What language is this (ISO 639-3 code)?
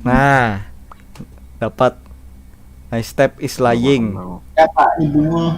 bjn